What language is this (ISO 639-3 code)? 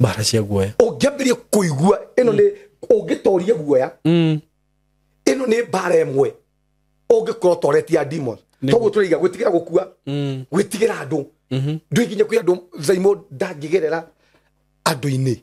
kik